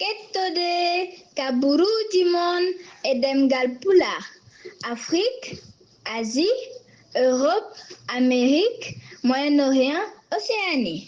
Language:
Fula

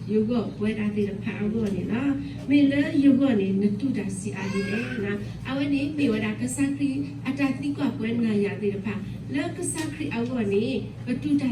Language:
S'gaw Karen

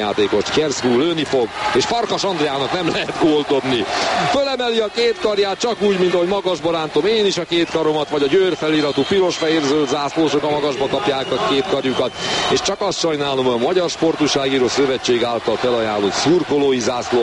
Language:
Hungarian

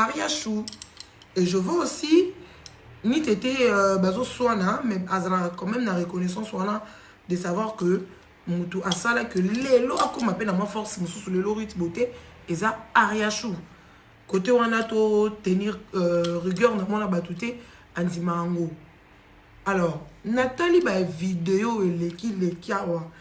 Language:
Lingala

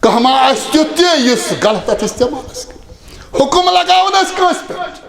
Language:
Kashmiri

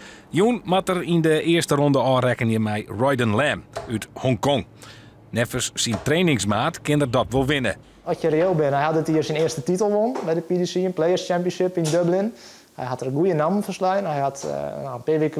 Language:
Western Frisian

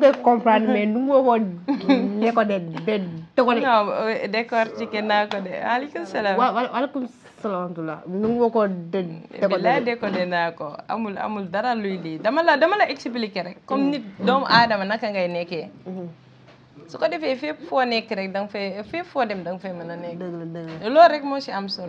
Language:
Wolof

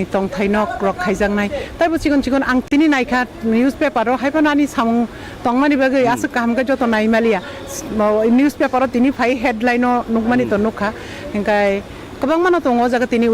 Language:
Kok Borok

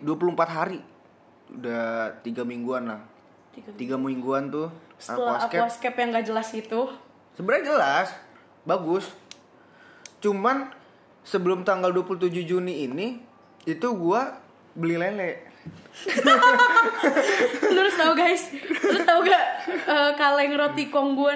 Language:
Indonesian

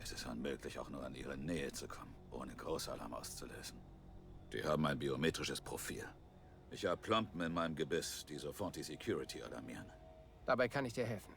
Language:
Bavarian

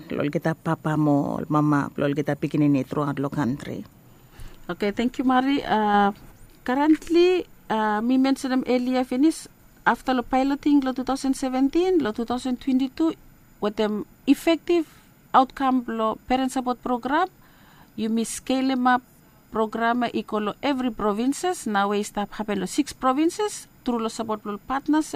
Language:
Bislama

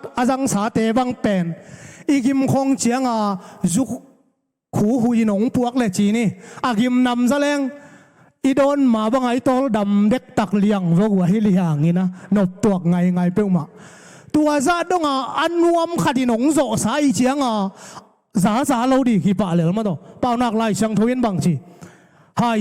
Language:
Tedim Chin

